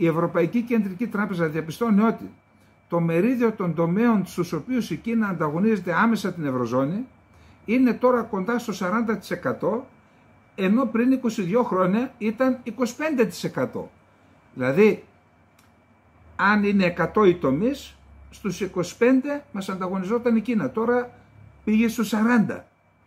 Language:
Greek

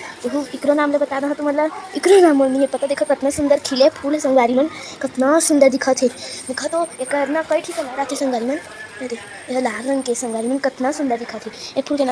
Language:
Chhattisgarhi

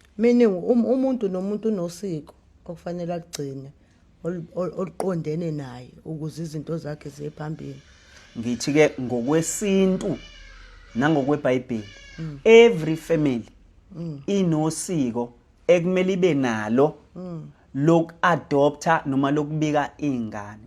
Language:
Zulu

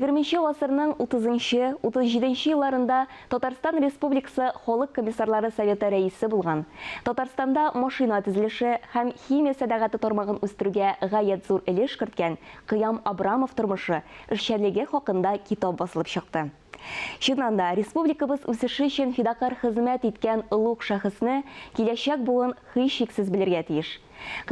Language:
Tatar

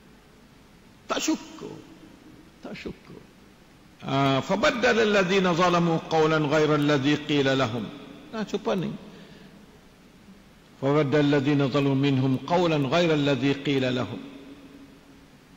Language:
Malay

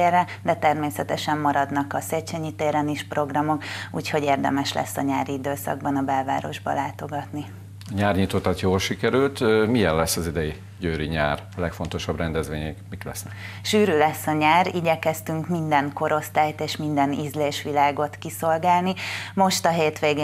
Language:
Hungarian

